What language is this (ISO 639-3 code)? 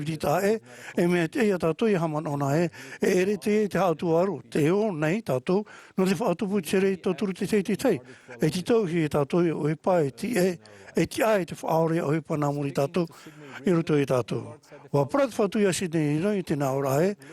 tah